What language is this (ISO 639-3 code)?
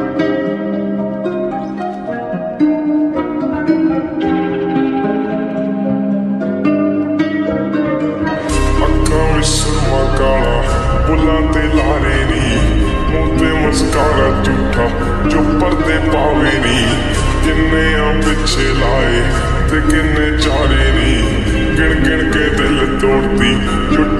pan